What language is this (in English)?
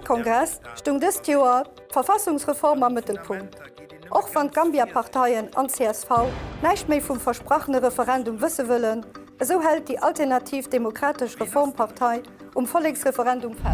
Luxembourgish